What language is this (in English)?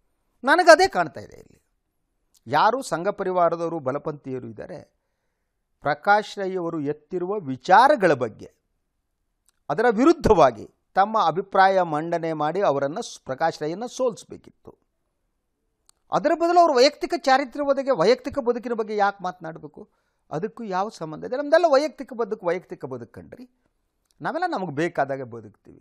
Kannada